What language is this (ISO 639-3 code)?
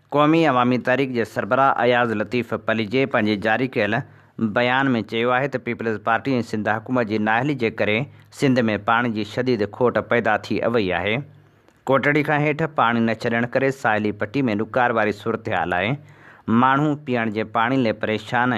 snd